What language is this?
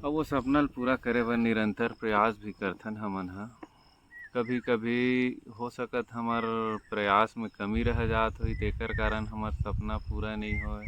Chhattisgarhi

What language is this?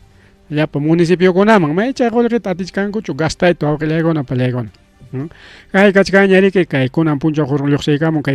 Ayacucho Quechua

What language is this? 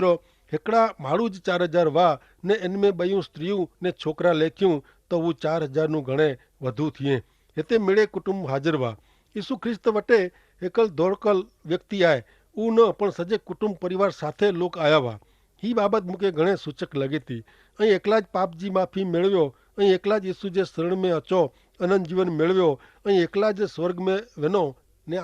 Kachhi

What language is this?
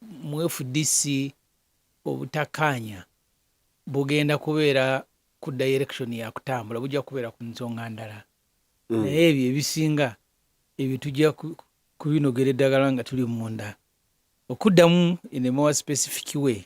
Ganda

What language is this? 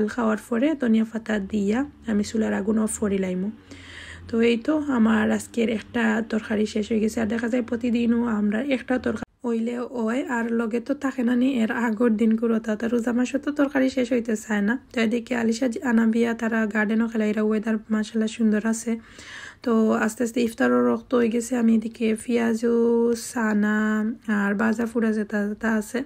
Sylheti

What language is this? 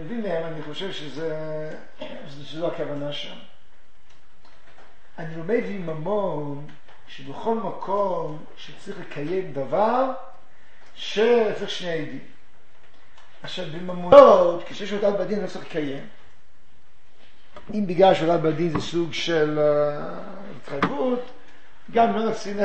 Hebrew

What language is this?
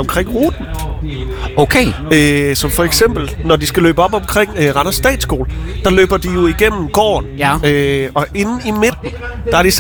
Danish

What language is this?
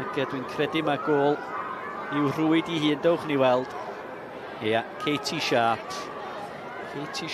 Welsh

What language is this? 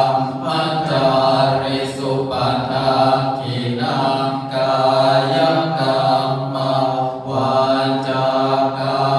Pali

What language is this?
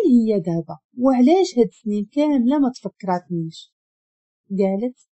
Moroccan Arabic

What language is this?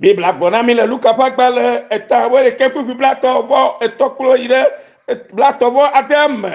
Ewe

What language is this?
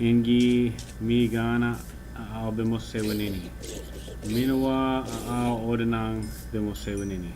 Ojibwa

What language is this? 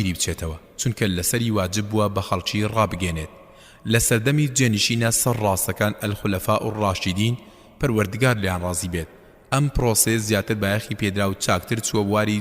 Central Kurdish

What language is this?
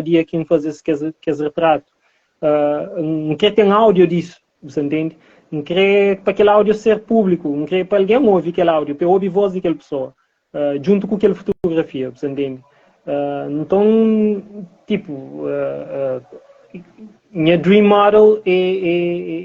Kabuverdianu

